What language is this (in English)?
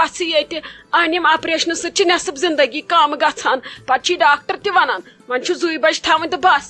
Kashmiri